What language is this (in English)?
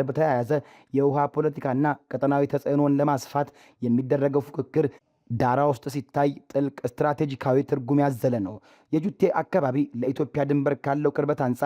Amharic